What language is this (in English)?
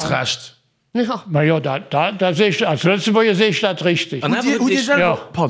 Luxembourgish